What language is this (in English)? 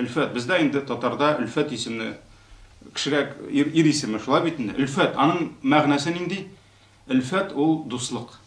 Tatar